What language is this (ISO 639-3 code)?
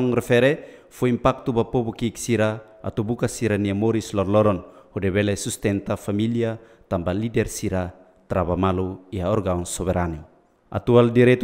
tet